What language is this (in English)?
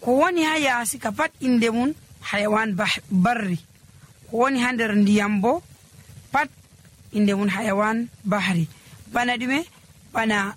Nigerian Fulfulde